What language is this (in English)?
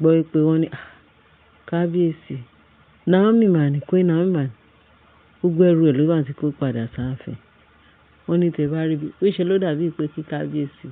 Yoruba